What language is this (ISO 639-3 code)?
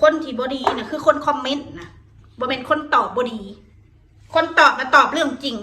tts